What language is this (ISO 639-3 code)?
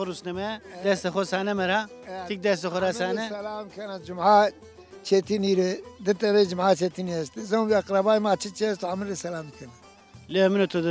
zza